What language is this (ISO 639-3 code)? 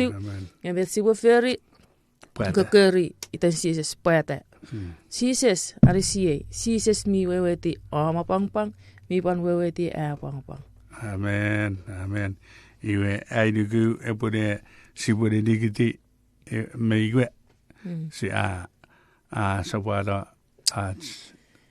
chk